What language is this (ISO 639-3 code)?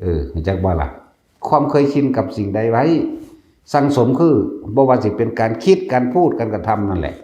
lao